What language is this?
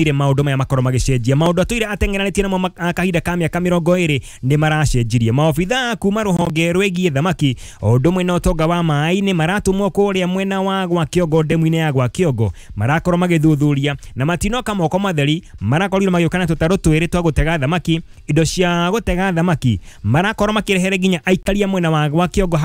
Kikuyu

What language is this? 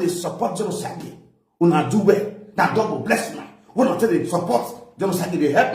Nigerian Pidgin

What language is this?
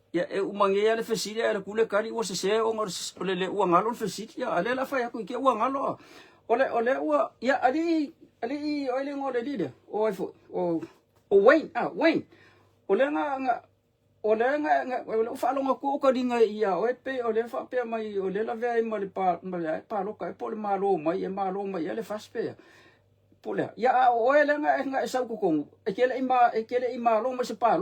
Samoan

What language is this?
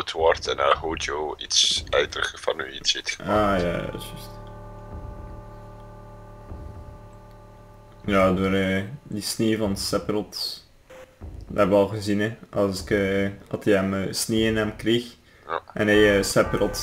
Dutch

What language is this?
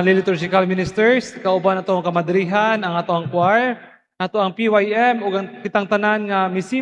Cebuano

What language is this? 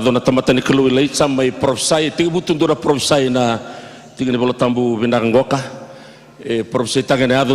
Fijian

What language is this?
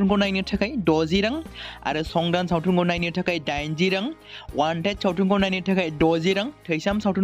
Bodo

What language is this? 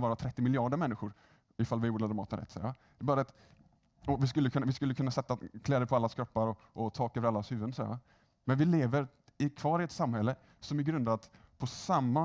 Swedish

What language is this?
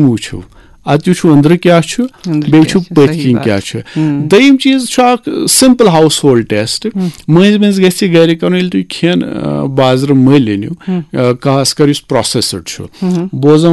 Kashmiri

